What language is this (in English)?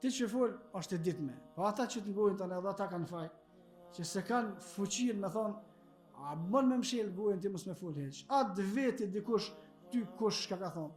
Albanian